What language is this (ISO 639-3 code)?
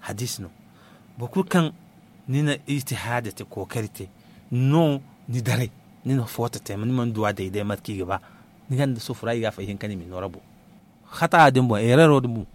dje